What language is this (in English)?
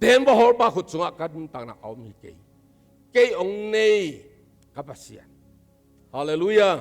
Tedim Chin